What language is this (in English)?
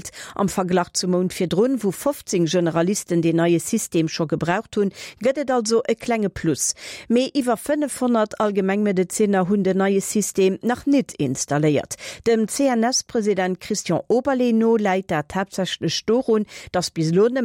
Luxembourgish